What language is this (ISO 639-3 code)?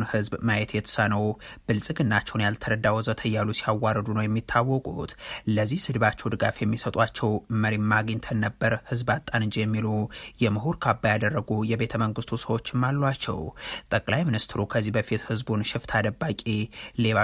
amh